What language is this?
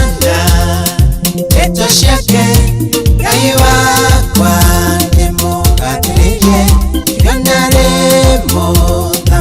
Kikuyu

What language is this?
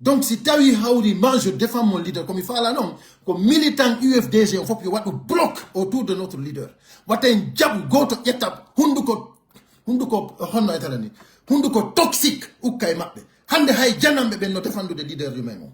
Pular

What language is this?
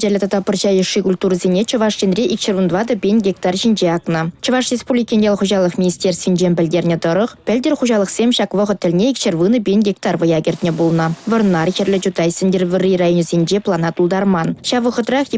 Chuvash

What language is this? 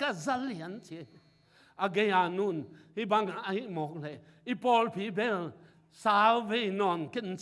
Tedim Chin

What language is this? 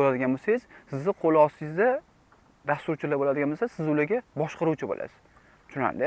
Uzbek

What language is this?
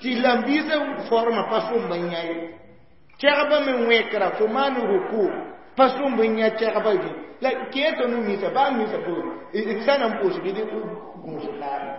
Mossi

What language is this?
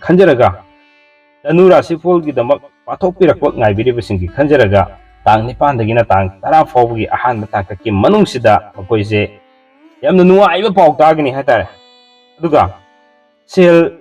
Manipuri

